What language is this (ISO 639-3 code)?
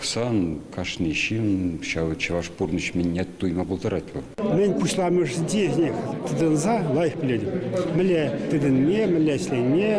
chv